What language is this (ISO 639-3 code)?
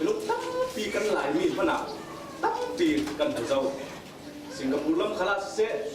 cfm